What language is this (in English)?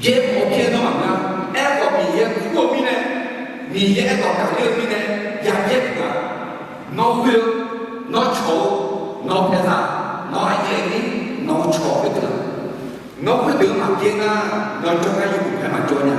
Akha